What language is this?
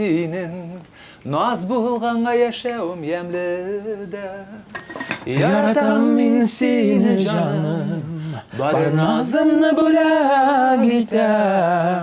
Tatar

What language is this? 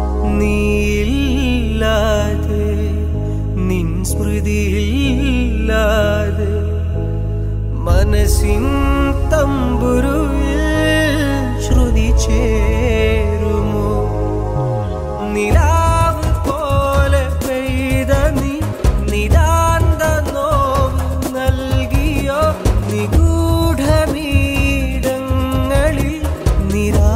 Malayalam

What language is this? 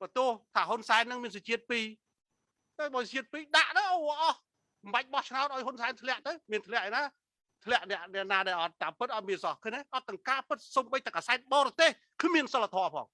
Khmer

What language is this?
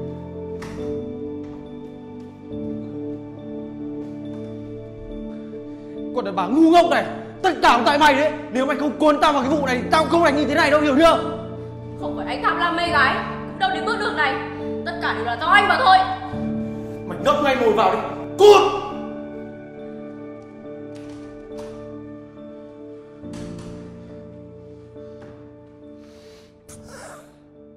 Vietnamese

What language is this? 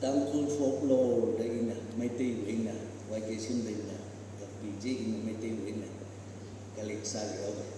Tangkhul Naga (India)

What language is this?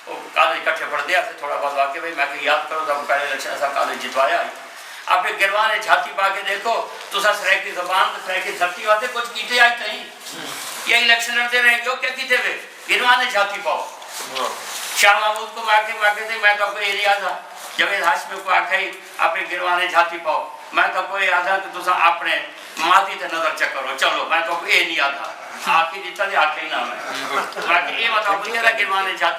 Saraiki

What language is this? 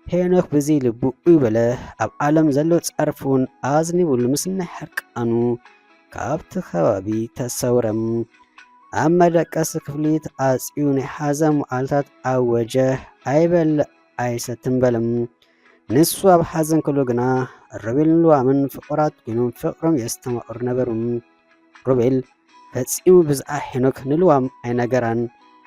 Tigrinya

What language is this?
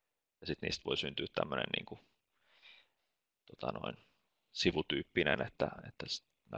Finnish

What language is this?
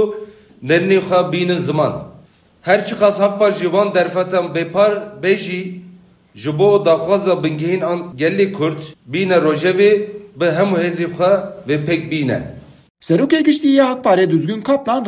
Kurdish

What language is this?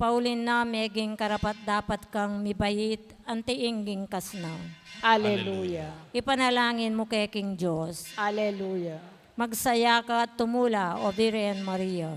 Pampanga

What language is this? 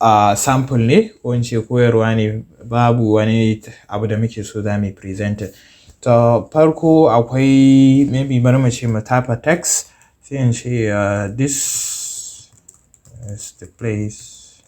Hausa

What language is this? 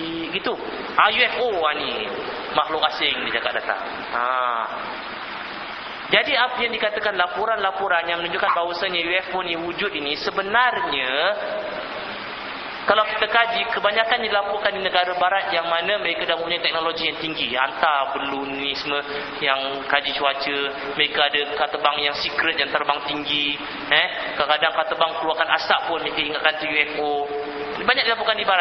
Malay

